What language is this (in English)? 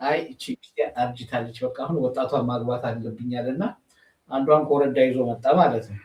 Amharic